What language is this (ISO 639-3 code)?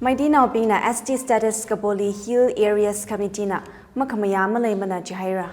nmf